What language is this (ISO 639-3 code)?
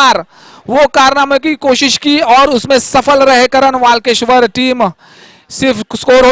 hin